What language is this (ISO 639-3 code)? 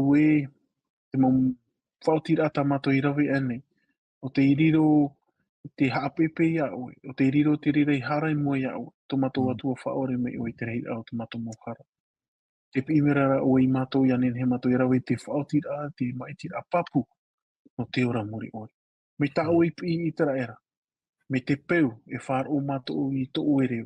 tah